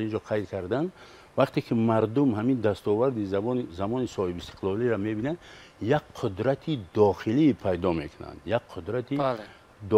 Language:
Tajik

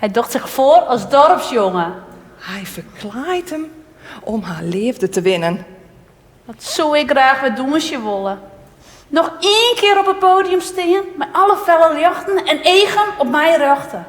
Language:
Western Frisian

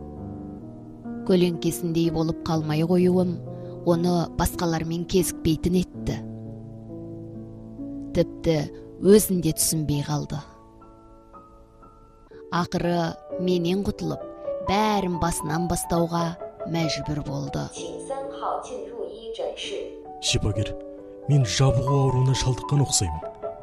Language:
Kazakh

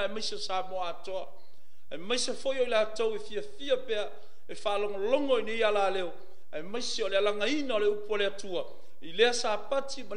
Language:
Samoan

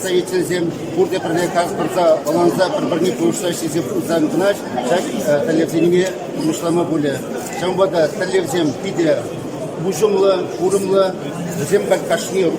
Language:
Chuvash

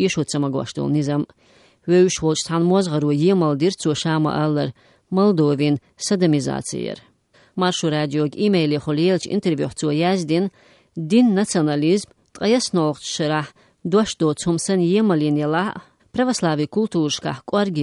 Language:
Chechen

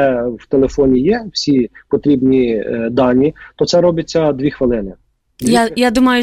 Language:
Ukrainian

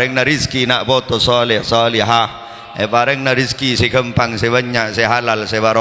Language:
Madurese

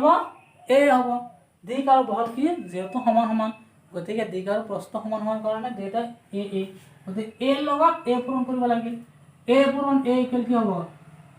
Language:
Assamese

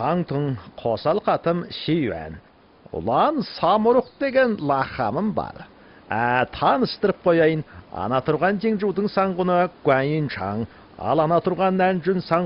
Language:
Kazakh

